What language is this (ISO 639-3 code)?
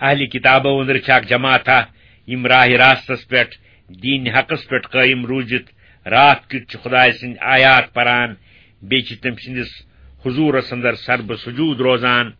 kas